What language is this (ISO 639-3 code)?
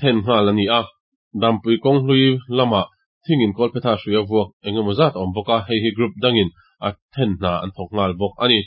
lus